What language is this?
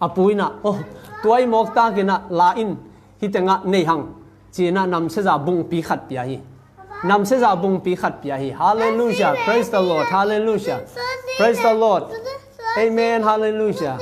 Tedim Chin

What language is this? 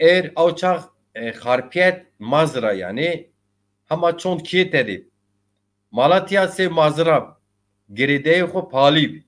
Zaza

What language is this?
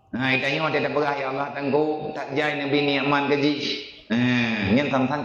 Achinese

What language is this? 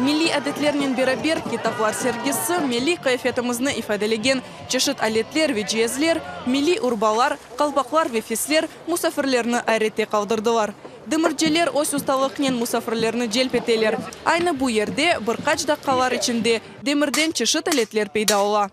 Crimean Tatar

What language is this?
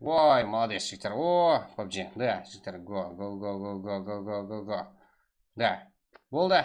Kara-Kalpak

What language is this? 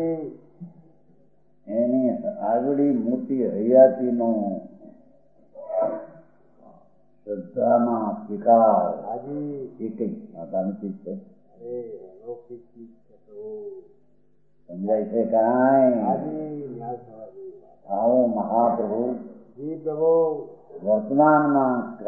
Gujarati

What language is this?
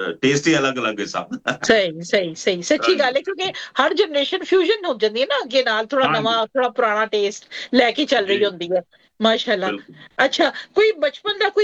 Punjabi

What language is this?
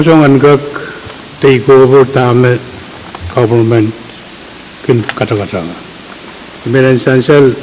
Pohnpeian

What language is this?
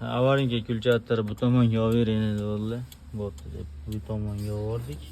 Uzbek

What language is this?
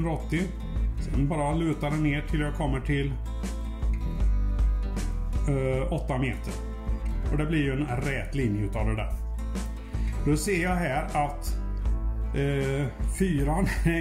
Swedish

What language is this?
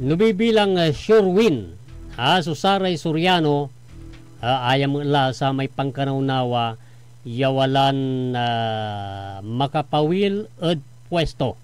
Pangasinan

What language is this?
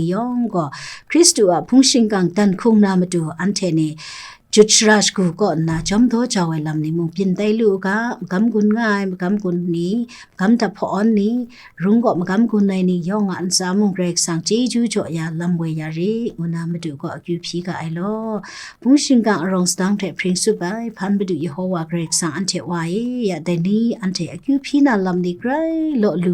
Kachin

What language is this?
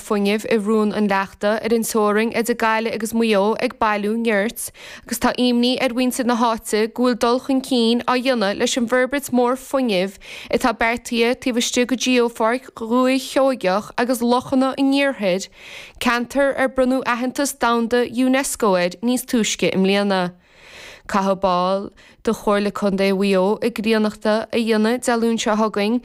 Irish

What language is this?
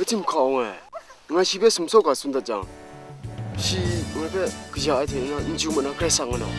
Kachin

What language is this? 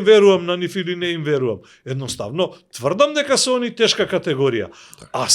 Macedonian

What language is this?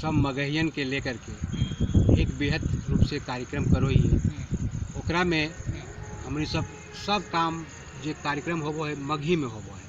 Magahi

